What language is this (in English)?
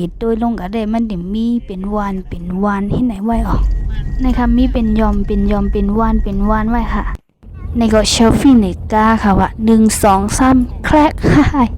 Shan